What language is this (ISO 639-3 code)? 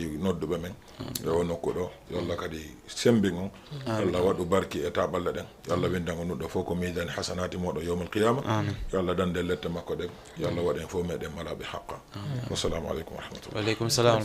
ful